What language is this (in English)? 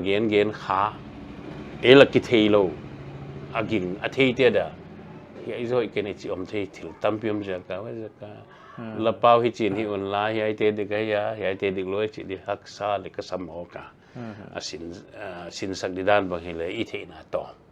Paite Chin